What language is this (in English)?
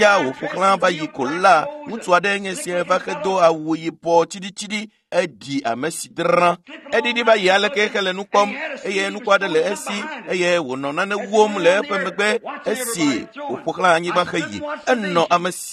Ewe